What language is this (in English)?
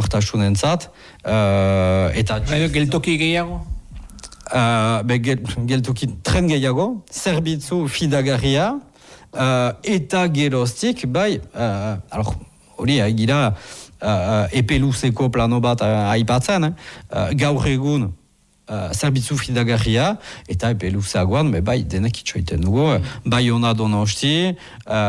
Basque